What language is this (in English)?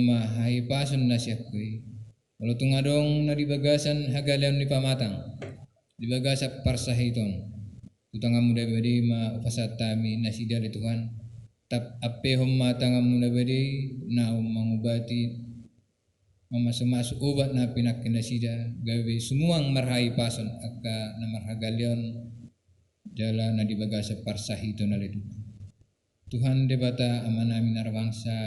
Batak Toba